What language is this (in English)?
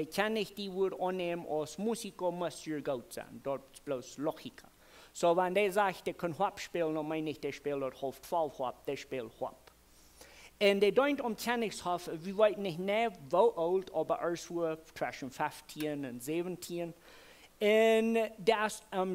Plautdietsch